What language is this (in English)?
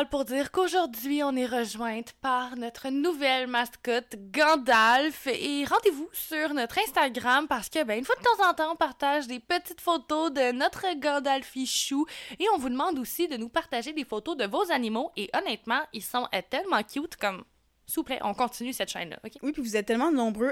French